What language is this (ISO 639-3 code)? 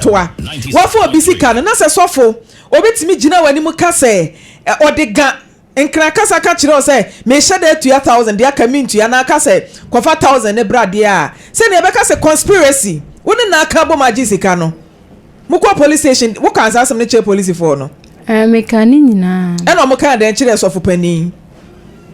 aka